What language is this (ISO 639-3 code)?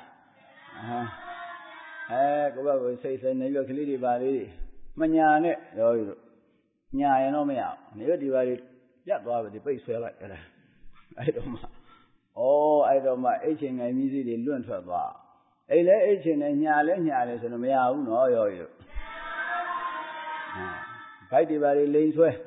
mya